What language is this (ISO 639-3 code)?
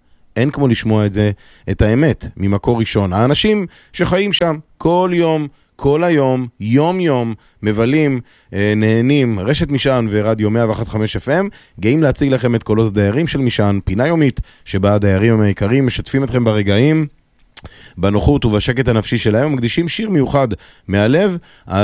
heb